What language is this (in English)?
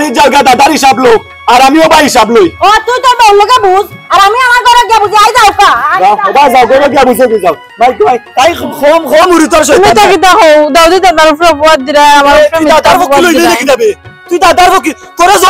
Sylheti